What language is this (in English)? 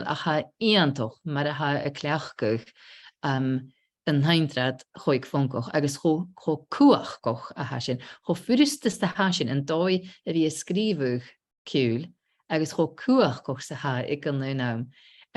Scottish Gaelic